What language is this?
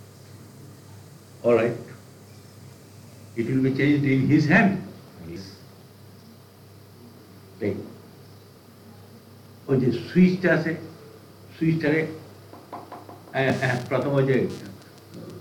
Bangla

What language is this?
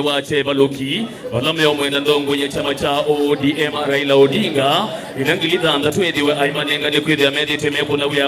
Kamba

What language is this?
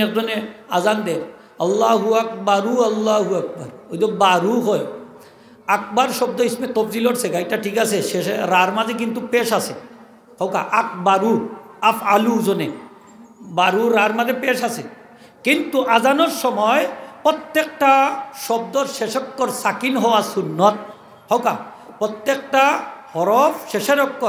Sylheti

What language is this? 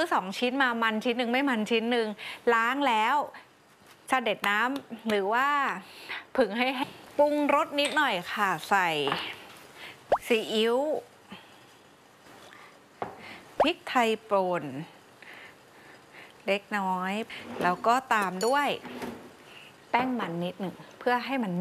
Thai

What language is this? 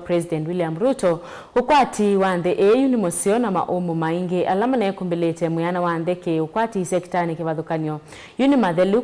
Kamba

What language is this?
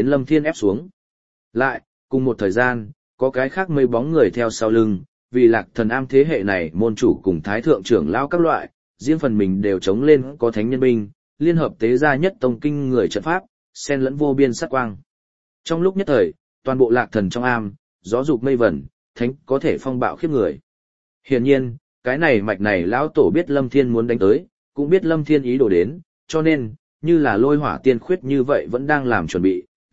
Vietnamese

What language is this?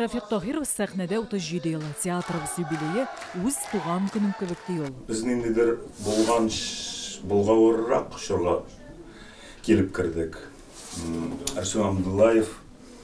Tatar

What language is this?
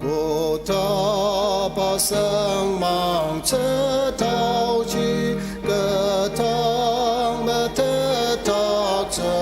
Ao Naga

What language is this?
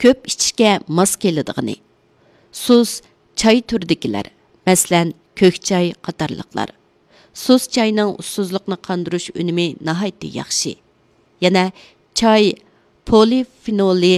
Uyghur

